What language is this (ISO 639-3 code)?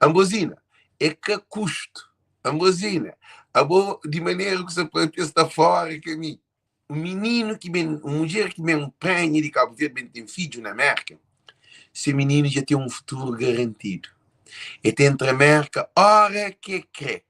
kea